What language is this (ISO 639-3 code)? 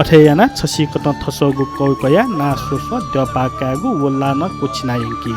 new